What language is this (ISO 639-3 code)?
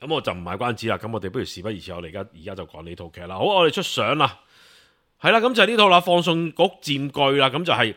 yue